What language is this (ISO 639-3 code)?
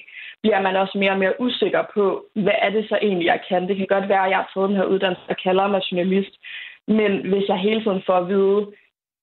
dan